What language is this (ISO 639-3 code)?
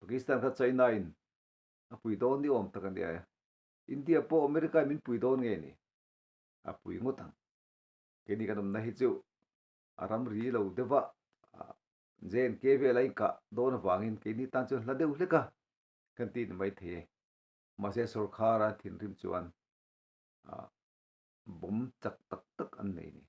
lus